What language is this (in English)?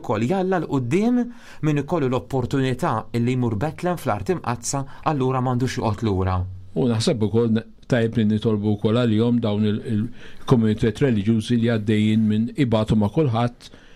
Maltese